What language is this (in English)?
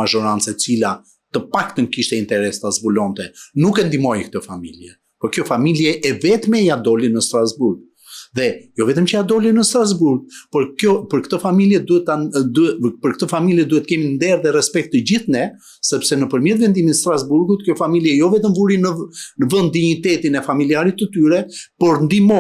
Albanian